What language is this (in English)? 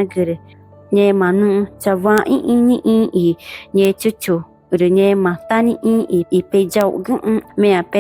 Ticuna